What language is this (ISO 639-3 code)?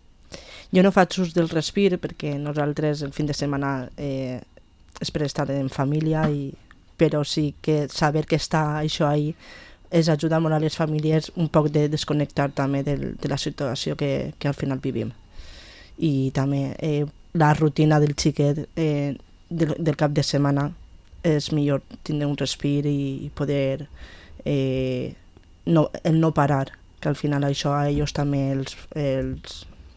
cat